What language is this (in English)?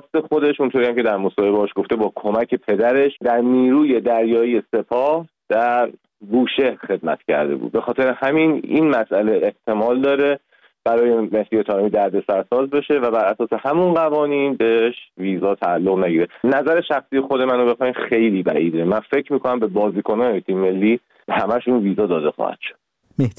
Persian